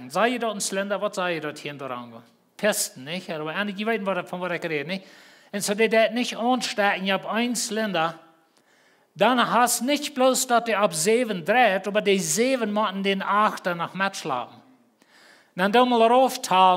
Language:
Plautdietsch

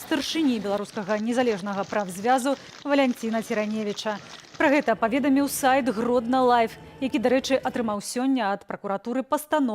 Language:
Belarusian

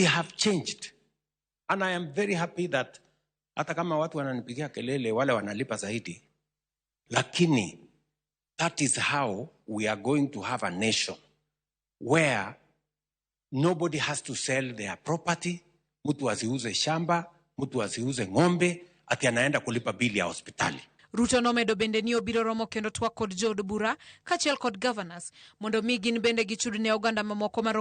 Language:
Luo (Kenya and Tanzania)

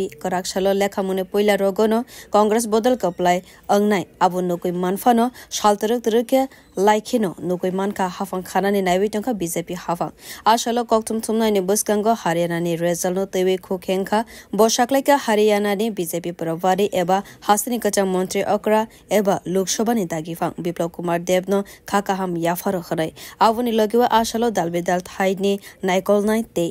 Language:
Kok Borok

